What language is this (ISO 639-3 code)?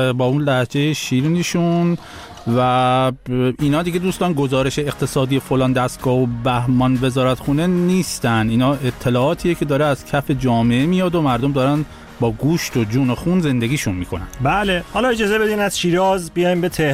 fas